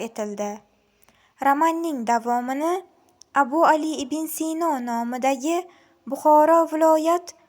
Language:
Uzbek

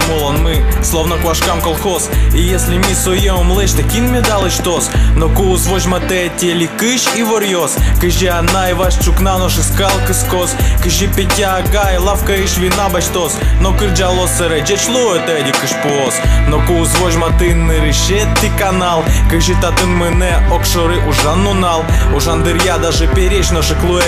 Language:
Udmurt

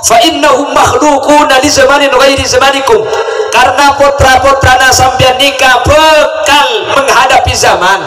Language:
Madurese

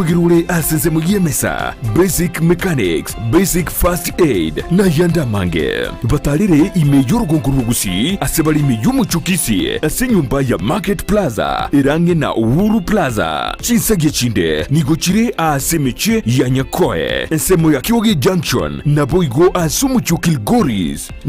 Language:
Gusii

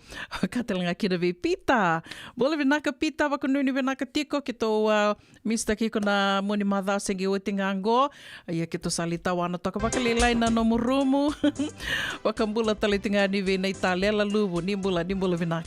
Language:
Fijian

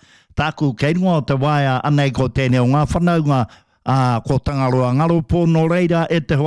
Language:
Māori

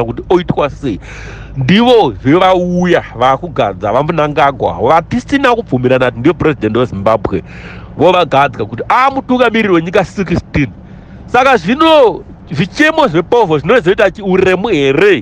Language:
Shona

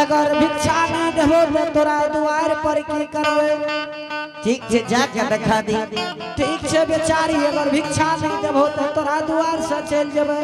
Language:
Angika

